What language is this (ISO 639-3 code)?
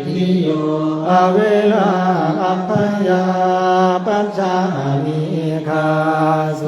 pli